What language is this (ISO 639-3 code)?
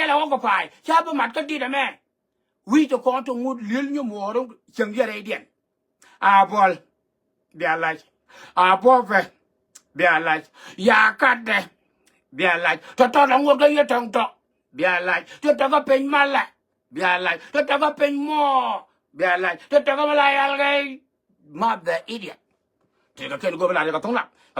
nus